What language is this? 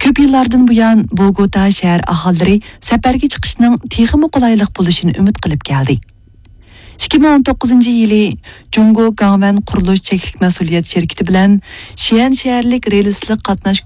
Uyghur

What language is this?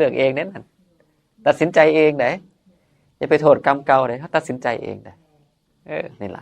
Northeastern Thai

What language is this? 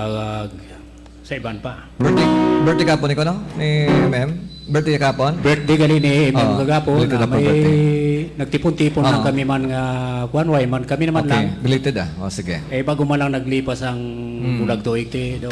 Hiligaynon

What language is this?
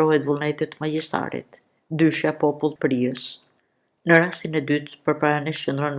Albanian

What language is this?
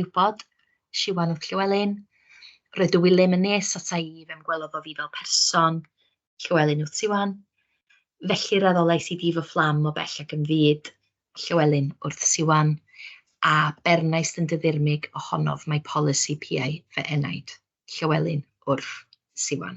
Welsh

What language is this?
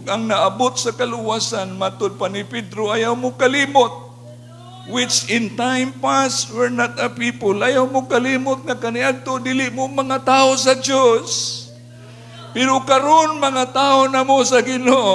Cebuano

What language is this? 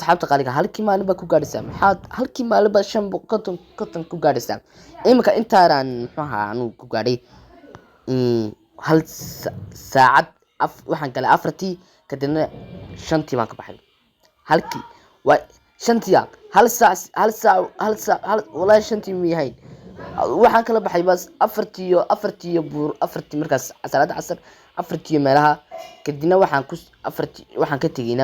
Somali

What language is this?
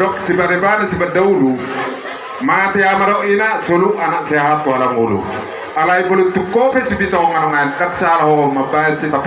Batak Toba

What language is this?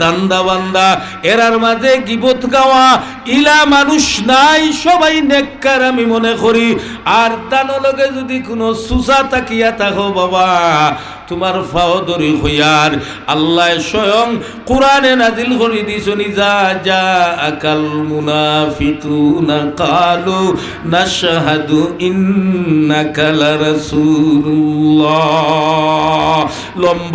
Sylheti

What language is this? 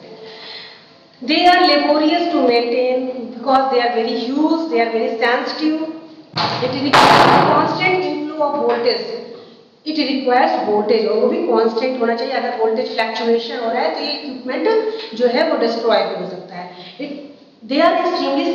Hindi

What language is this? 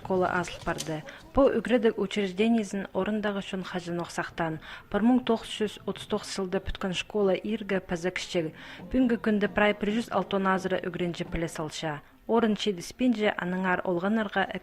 Khakas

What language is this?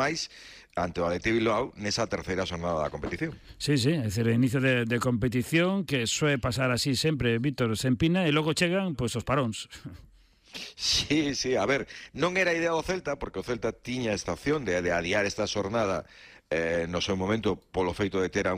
Galician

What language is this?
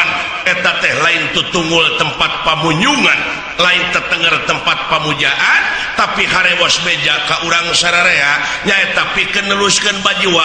Sundanese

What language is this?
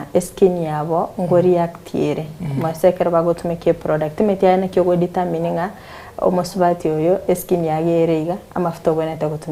Gusii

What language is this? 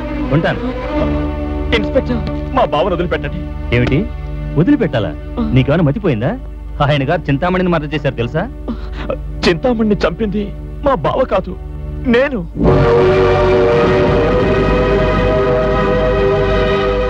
Telugu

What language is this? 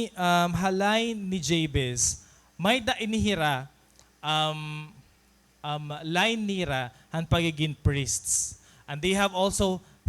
Waray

